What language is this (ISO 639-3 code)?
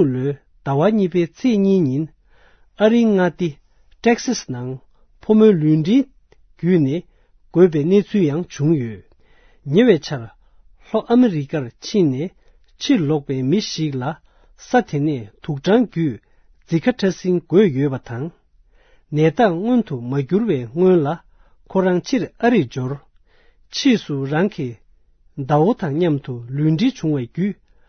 bod